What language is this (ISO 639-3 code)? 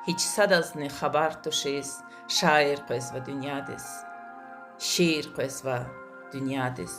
lez